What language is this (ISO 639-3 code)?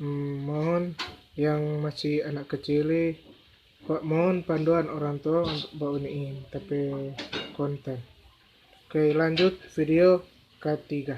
xmm